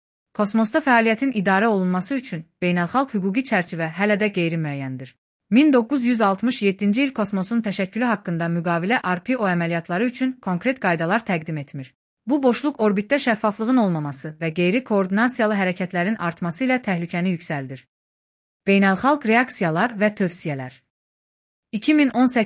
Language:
Azerbaijani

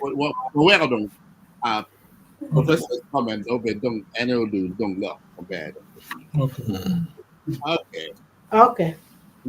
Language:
Acoli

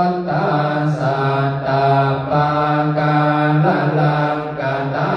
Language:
Pali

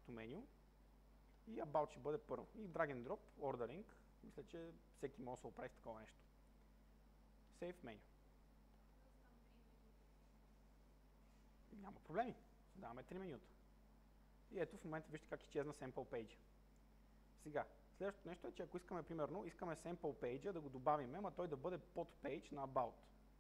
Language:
Bulgarian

